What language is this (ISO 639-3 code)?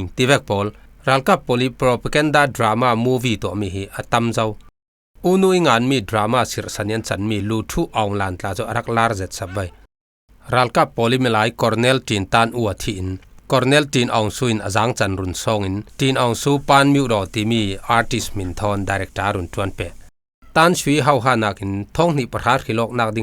cfm